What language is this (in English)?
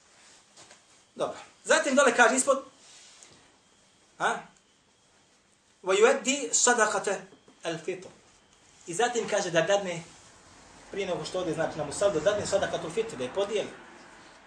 Bosnian